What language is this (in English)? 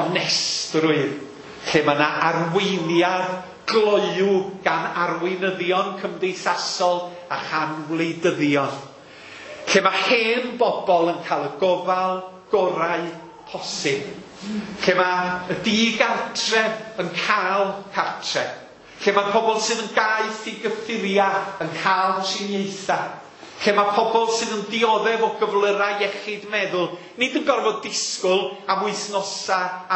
Welsh